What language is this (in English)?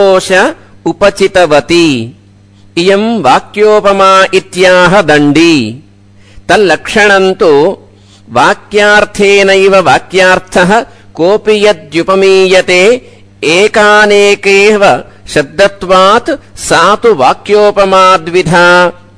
Sanskrit